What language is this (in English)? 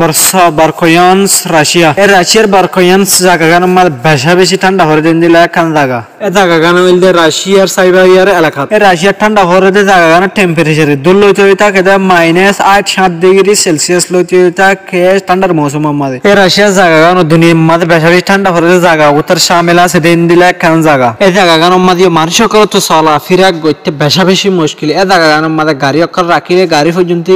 Rohingya